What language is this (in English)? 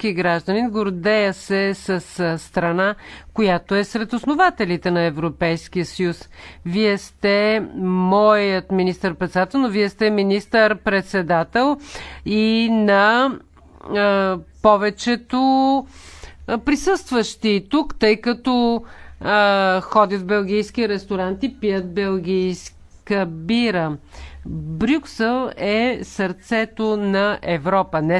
Bulgarian